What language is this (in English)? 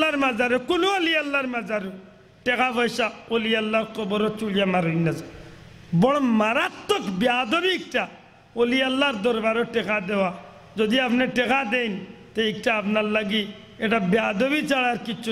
Sylheti